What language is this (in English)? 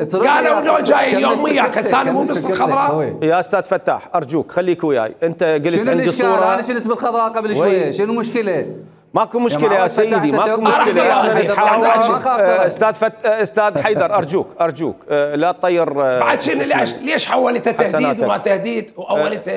Mesopotamian Arabic